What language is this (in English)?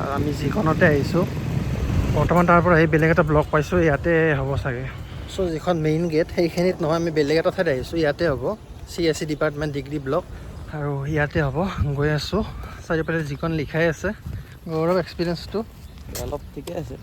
Assamese